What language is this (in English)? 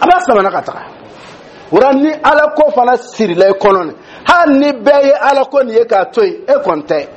Dyula